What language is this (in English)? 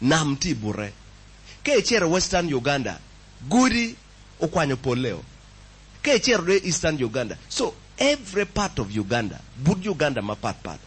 Acoli